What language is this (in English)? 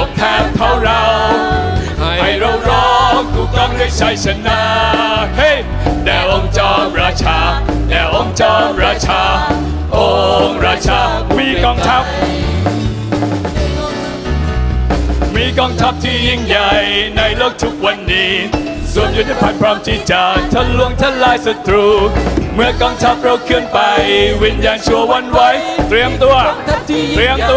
Thai